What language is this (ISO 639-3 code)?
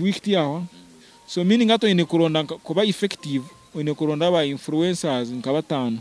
nyn